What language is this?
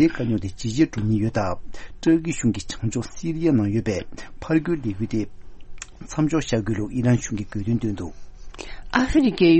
Tibetan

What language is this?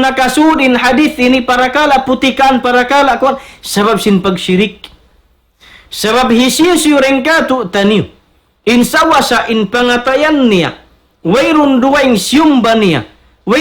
Tausug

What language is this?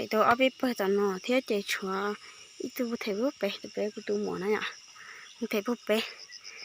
Hmong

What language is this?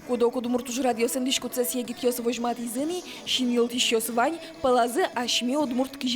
Udmurt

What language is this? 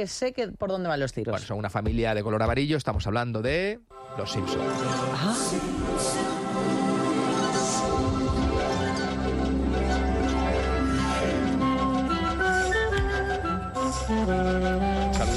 Spanish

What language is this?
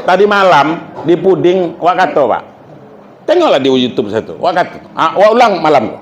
Minangkabau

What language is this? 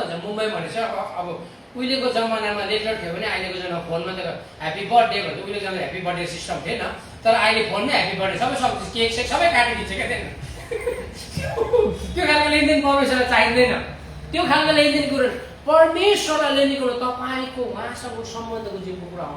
Nepali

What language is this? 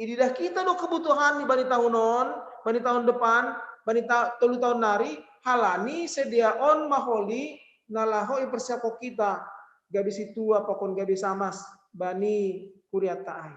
Batak Simalungun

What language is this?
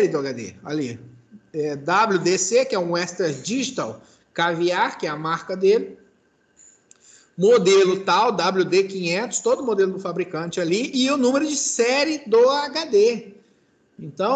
Portuguese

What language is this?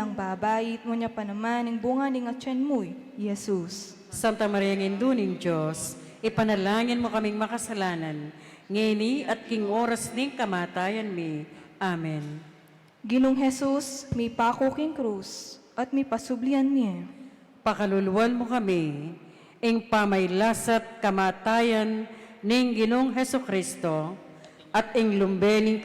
Pampanga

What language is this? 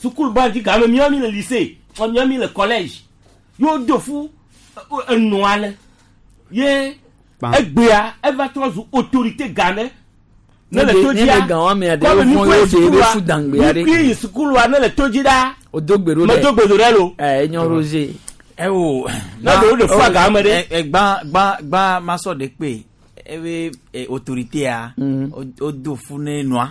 Gen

